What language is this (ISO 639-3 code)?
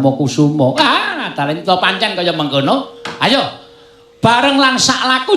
jav